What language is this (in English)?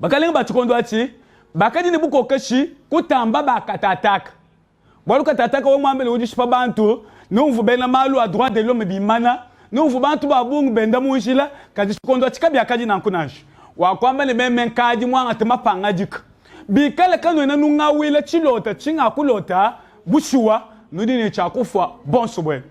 Luba-Lulua